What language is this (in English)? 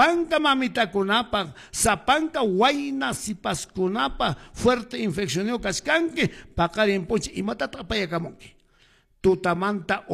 Quechua